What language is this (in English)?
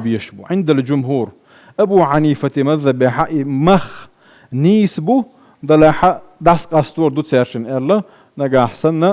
Chechen